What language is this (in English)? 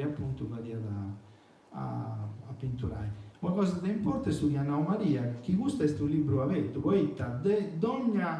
Sardinian